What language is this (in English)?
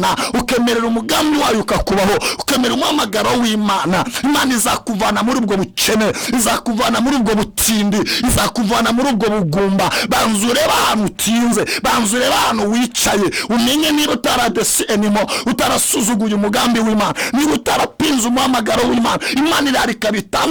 Kinyarwanda